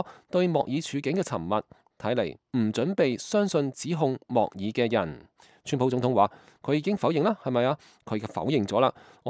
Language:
Cantonese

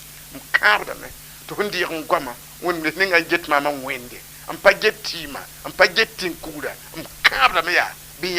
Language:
Mossi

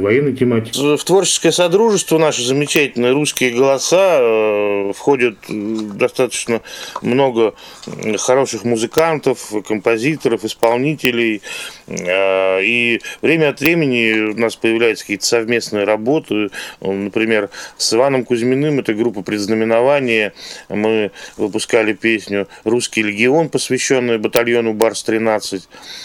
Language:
Russian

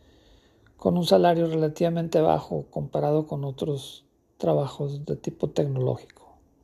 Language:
Spanish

